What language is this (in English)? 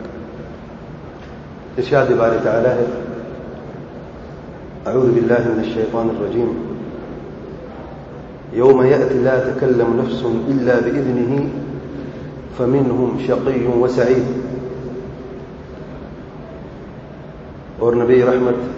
Urdu